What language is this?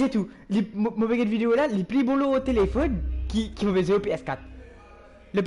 Morisyen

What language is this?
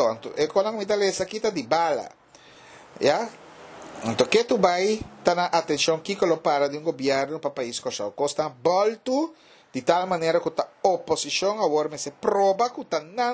Papiamento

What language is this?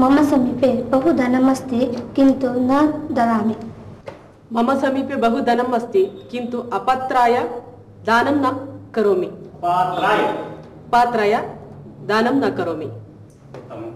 Sanskrit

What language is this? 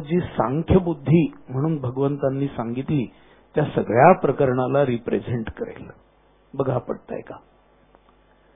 Marathi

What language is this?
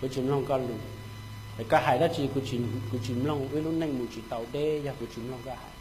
Hmong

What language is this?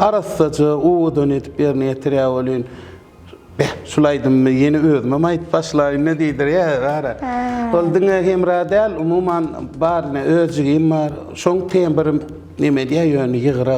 Turkmen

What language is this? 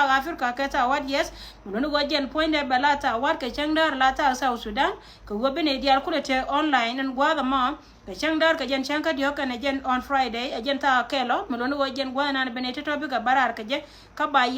Nuer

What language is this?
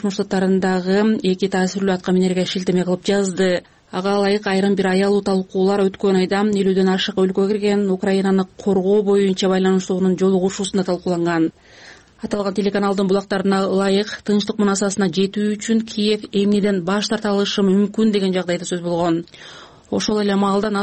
Kyrgyz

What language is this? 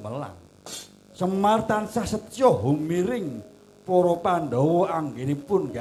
Javanese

